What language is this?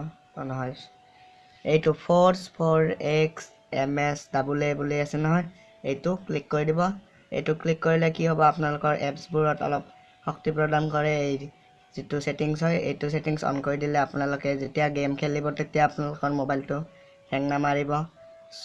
Assamese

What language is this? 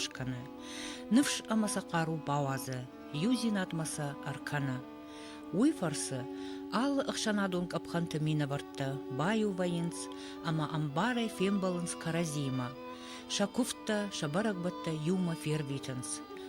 Ossetic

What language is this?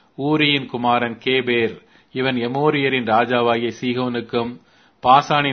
Tamil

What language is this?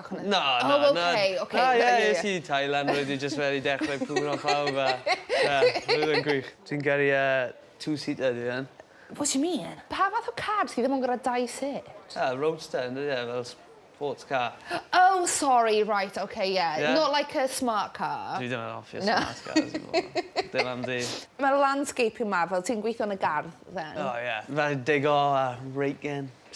Welsh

